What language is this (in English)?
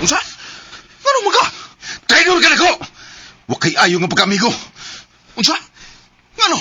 Cebuano